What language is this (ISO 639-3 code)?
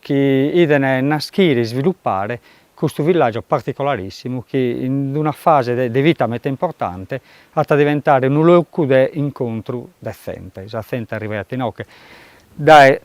srd